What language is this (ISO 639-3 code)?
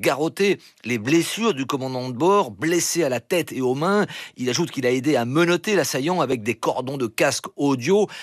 fra